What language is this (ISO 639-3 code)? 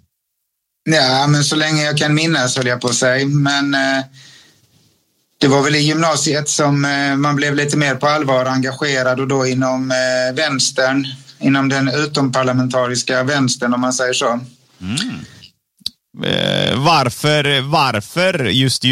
swe